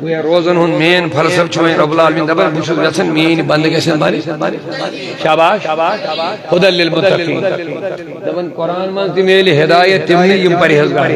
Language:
Kashmiri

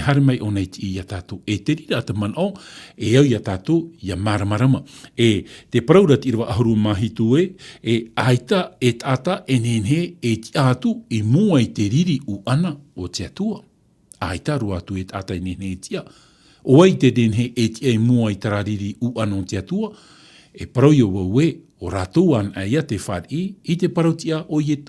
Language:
Tahitian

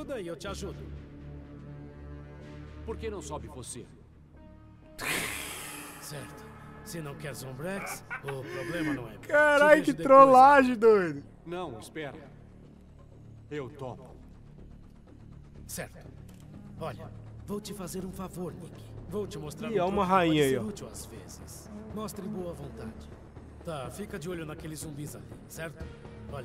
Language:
Portuguese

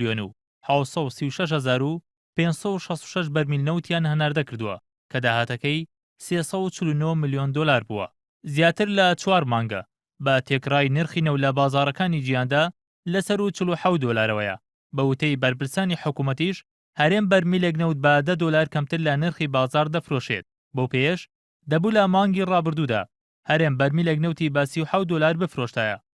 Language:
Central Kurdish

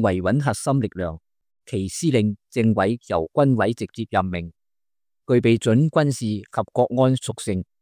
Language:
Cantonese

